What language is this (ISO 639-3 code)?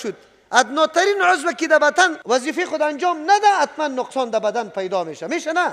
fas